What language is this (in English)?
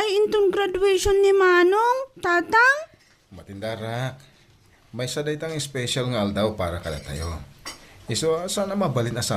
Iloko